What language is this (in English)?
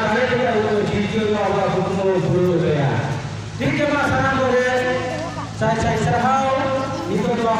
Santali